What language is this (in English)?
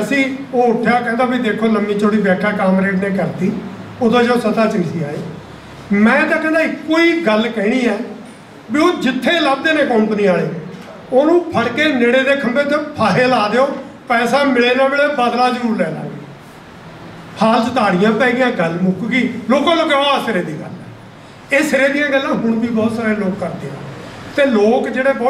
Punjabi